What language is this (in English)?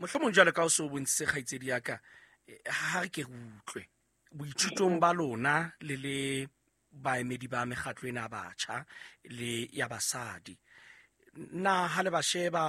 Southern Sotho